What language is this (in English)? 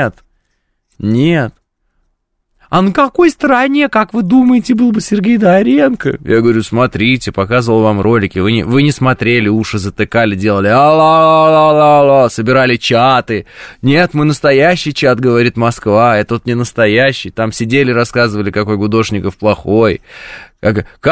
Russian